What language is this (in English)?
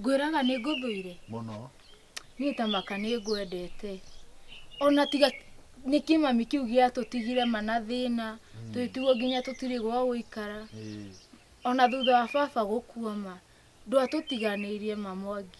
Kikuyu